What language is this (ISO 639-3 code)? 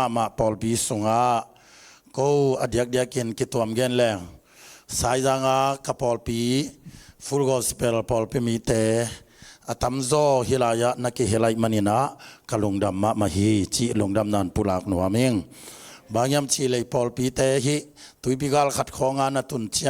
ctd